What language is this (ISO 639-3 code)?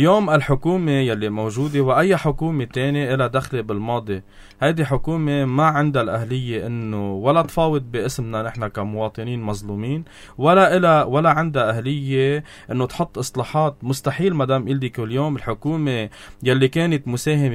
apc